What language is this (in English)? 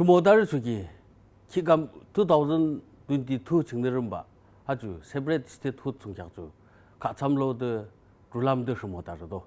Yimchungru Naga